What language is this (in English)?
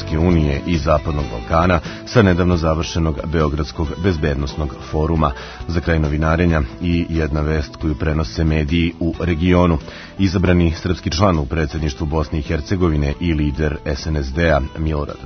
Serbian